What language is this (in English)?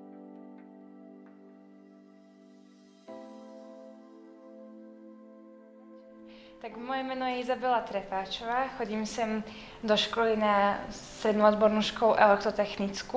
Slovak